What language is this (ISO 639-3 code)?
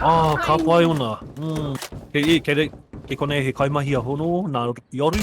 mri